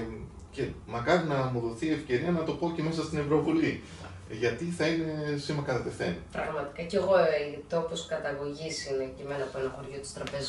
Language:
Greek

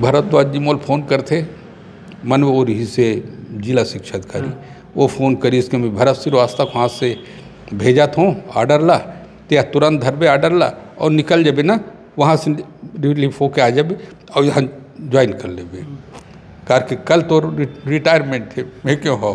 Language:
Chhattisgarhi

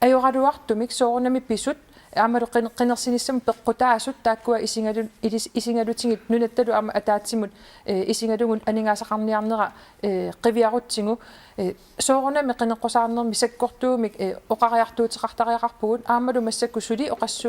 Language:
Kalaallisut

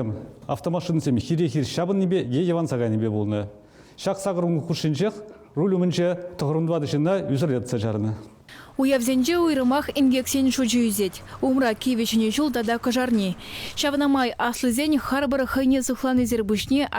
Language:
Chuvash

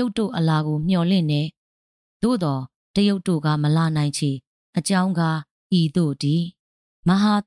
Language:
Burmese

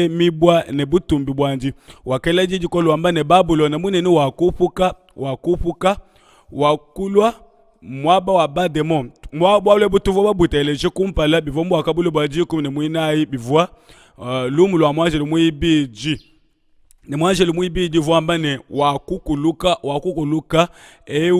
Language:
Luba-Lulua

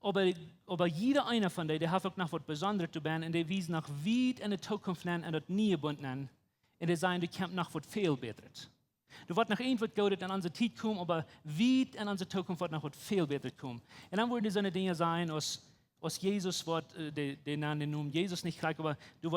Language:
Plautdietsch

